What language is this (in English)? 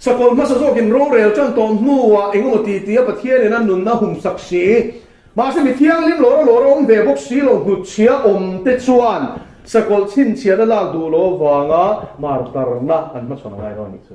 Mizo